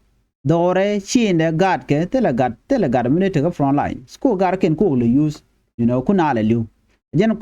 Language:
Nuer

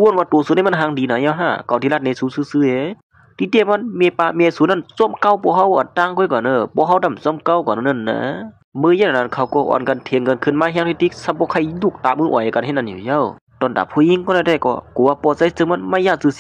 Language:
Shan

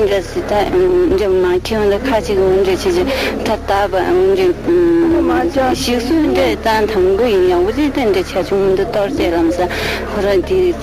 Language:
Tibetan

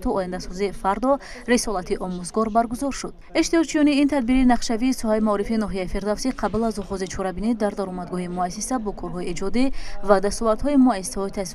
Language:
Tajik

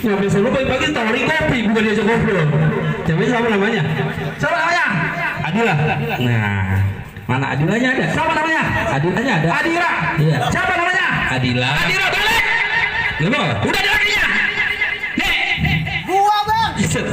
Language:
Betawi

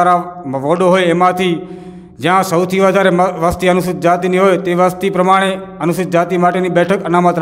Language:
Gujarati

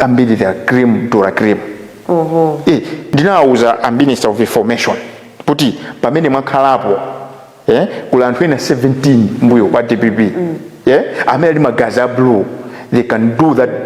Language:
Nyanja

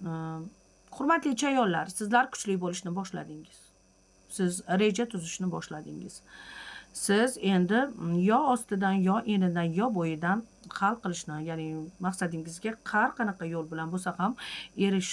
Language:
Uzbek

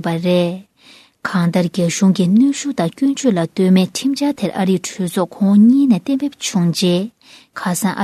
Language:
Tibetan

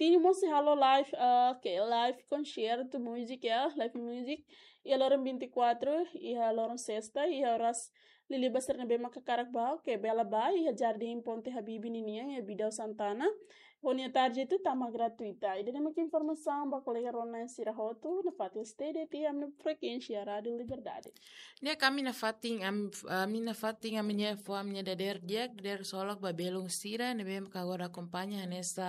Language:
Tetum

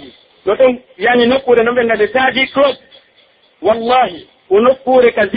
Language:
Pular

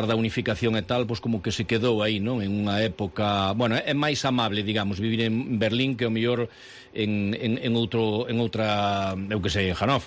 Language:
Galician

